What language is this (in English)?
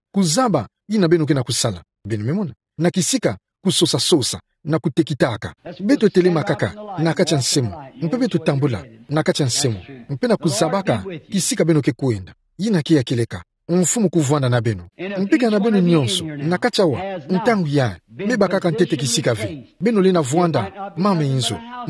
Kituba (Democratic Republic of Congo)